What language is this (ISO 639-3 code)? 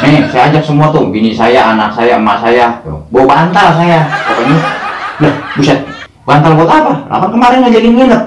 bew